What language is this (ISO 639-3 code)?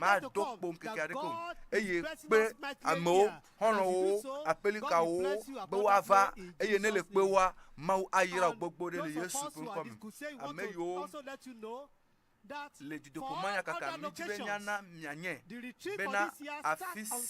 ewe